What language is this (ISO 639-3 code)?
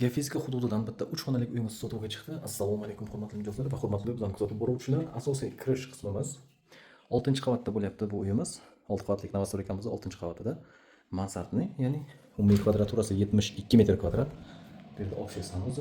uzb